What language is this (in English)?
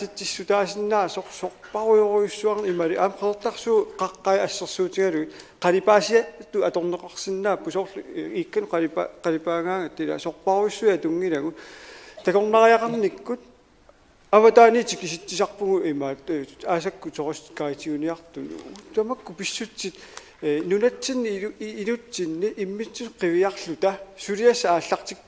Kalaallisut